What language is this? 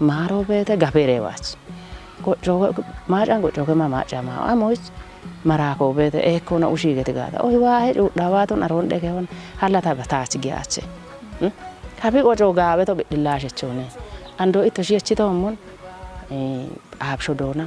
Kafa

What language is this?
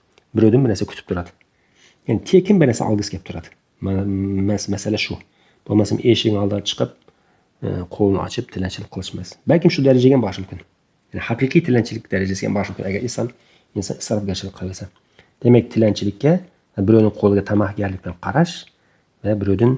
Uzbek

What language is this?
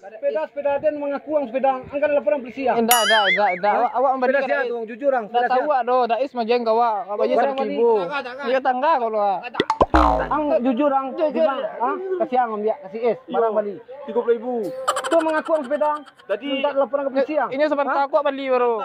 Minangkabau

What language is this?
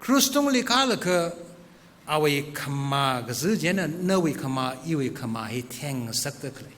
Tangkhul Naga (India)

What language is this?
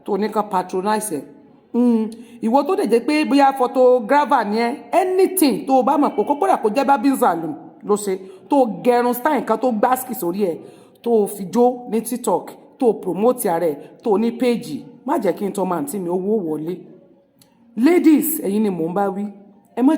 Yoruba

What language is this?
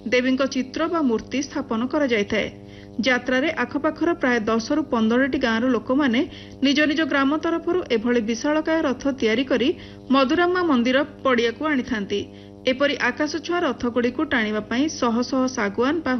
Odia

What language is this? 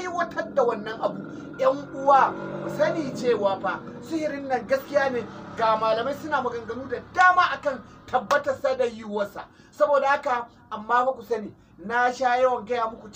Hausa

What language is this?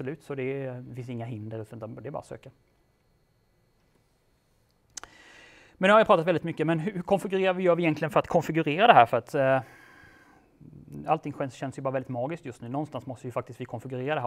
Swedish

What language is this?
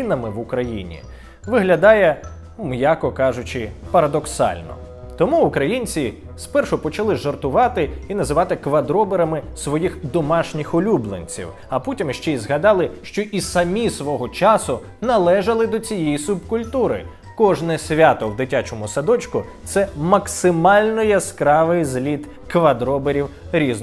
Ukrainian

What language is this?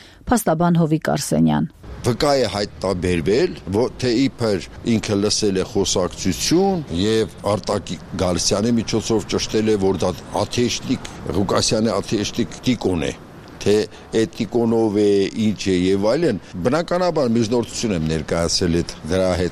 Armenian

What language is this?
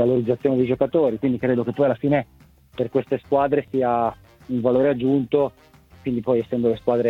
Italian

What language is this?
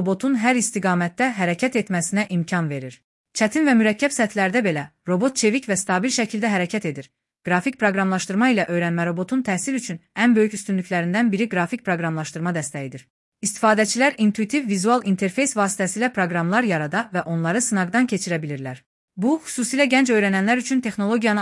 Azerbaijani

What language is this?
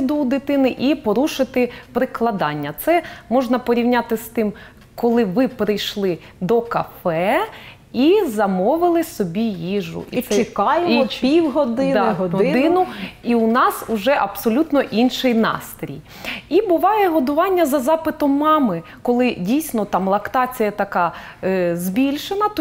Ukrainian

